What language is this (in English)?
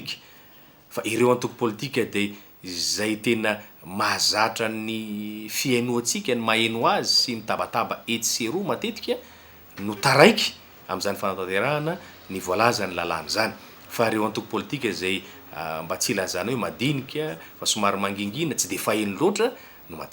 Malagasy